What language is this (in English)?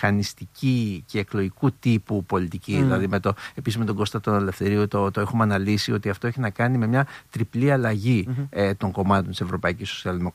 Greek